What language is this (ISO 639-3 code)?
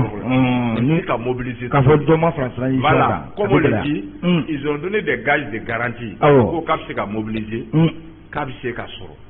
bam